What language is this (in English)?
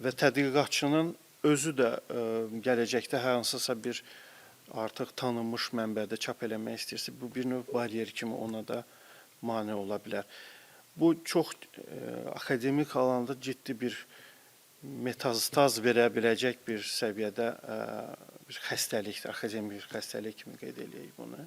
Azerbaijani